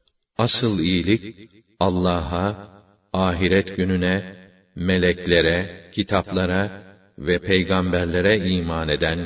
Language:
Turkish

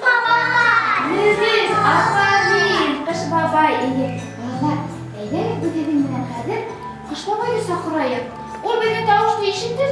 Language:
Bashkir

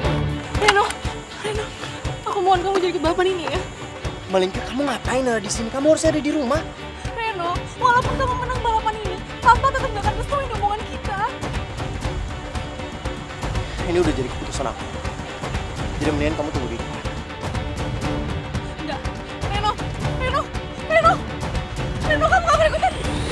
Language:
Indonesian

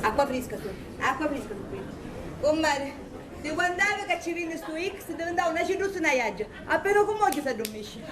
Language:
Sicilian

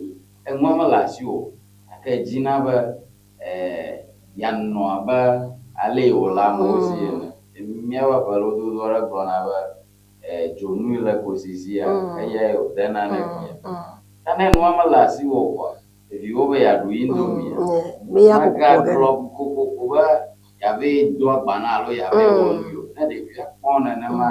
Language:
Ewe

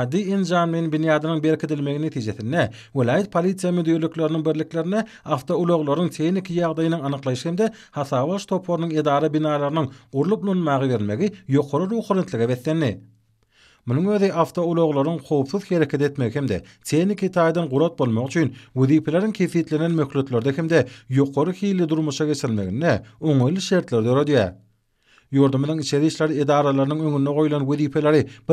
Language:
Turkmen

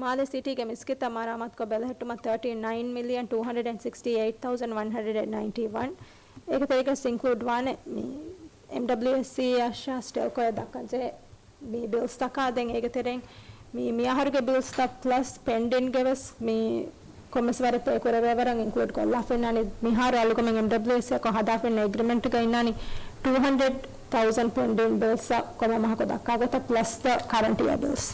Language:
Divehi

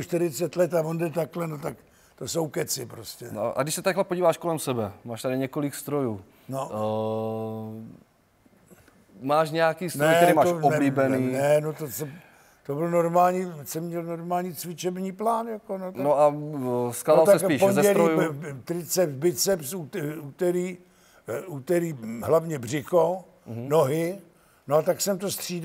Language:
Czech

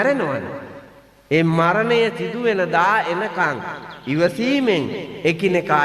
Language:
Sinhala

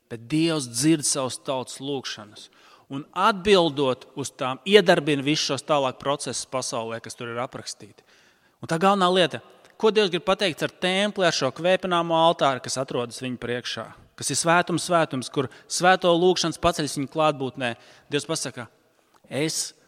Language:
Latvian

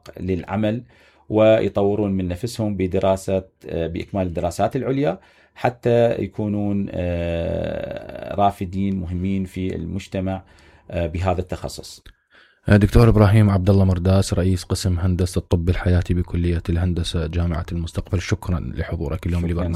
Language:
Mesopotamian Arabic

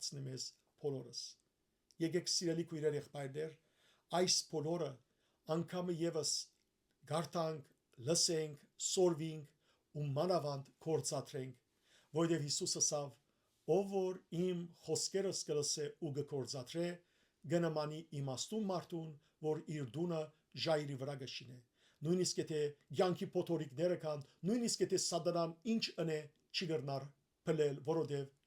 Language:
Western Armenian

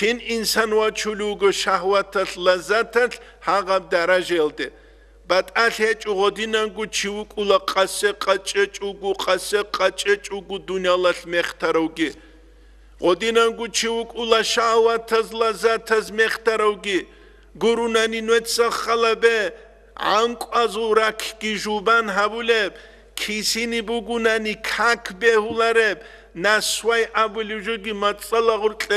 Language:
Avaric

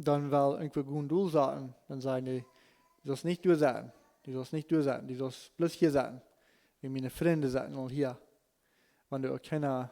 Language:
Plautdietsch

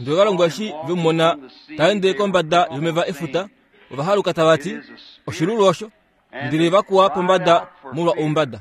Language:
Kuanyama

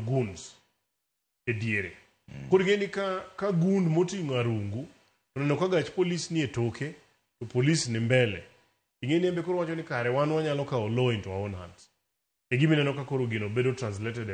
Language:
Luo (Kenya and Tanzania)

